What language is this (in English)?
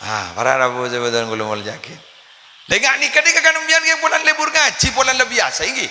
Madurese